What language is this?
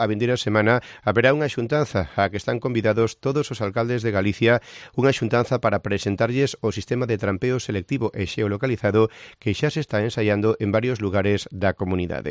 Galician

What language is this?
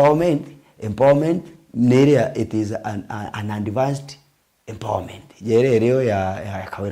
Meru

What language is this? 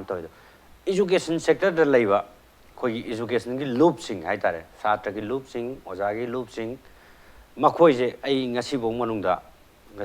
Manipuri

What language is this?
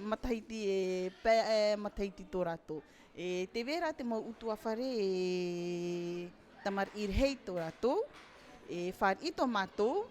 Tahitian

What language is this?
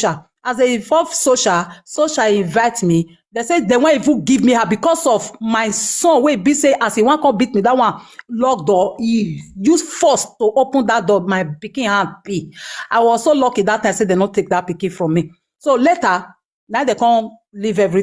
Nigerian Pidgin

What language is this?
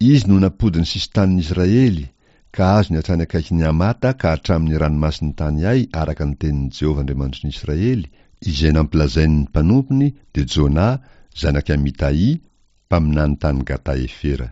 Malagasy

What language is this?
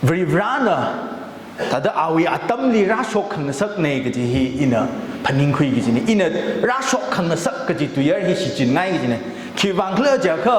Tangkhul Naga (India)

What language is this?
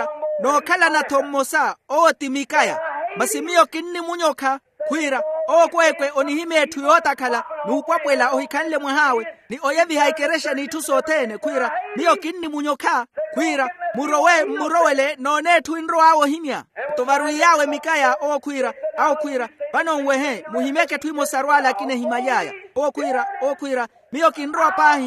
Makhuwa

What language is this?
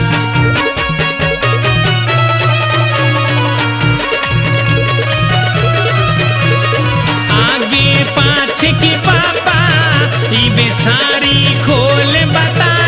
Haryanvi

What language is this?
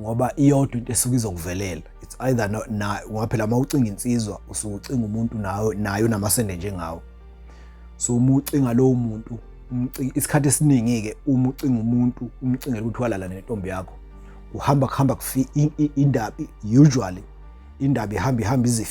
Zulu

